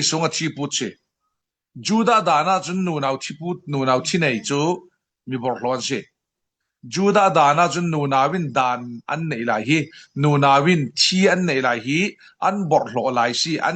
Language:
Falam Chin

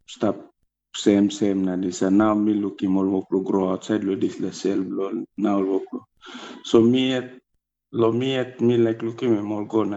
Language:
Tok Pisin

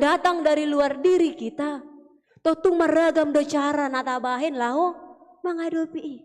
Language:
Batak Toba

